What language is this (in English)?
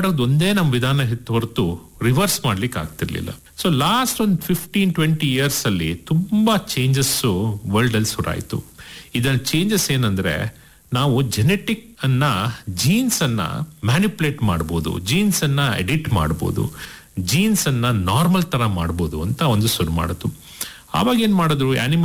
Kannada